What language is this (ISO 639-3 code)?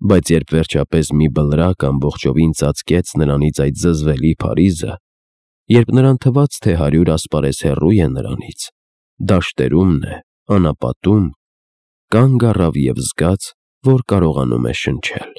hye